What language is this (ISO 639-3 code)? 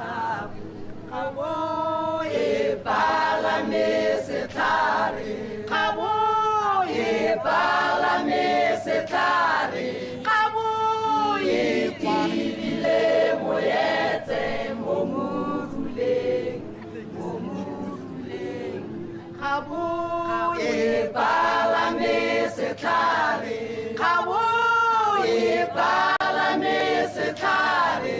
tsn